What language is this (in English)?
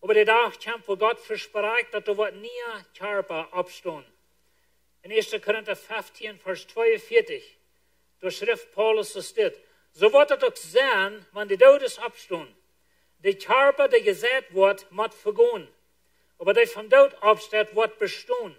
Plautdietsch